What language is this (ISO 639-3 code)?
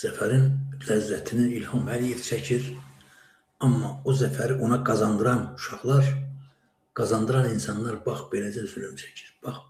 aze